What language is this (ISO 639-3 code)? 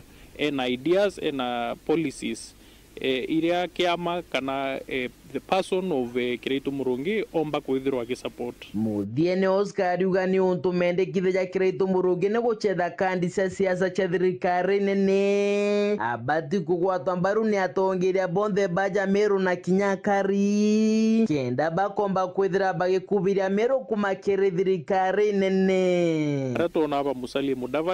mer